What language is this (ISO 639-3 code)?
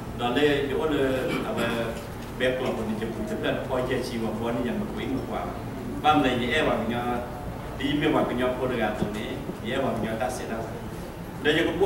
ksw